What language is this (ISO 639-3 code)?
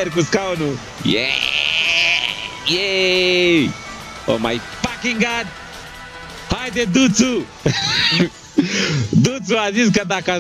ron